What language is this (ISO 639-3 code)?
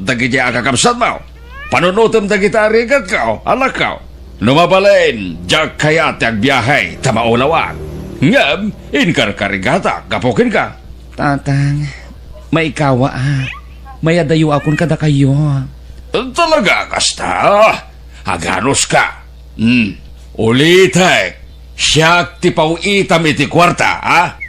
ilo